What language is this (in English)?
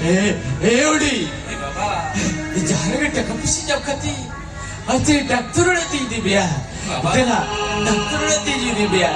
Santali